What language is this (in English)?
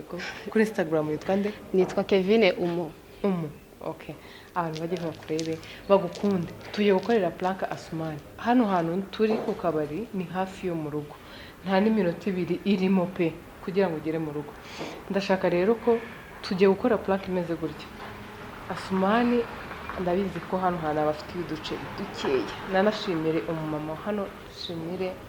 Kinyarwanda